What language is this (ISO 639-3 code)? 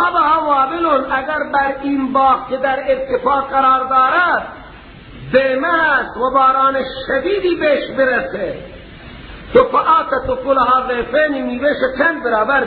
fas